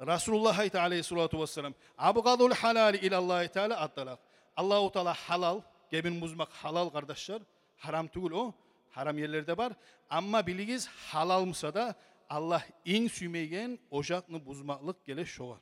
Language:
Kumyk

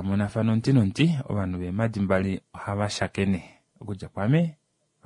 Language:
Kuanyama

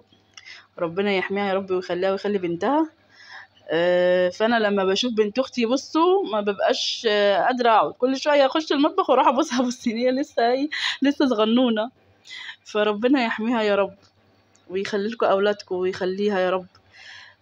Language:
Egyptian Arabic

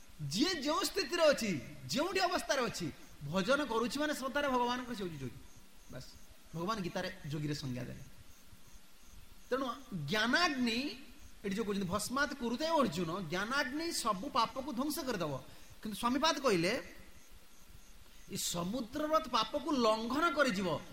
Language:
Odia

